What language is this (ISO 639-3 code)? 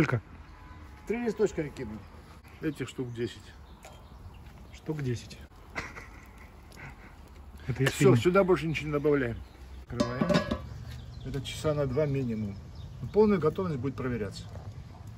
rus